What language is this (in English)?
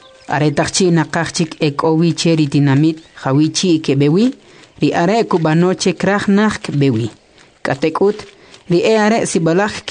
Kʼicheʼ